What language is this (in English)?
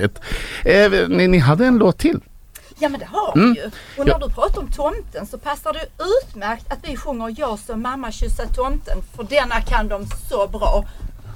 Swedish